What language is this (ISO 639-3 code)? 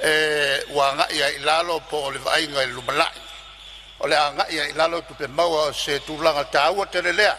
smo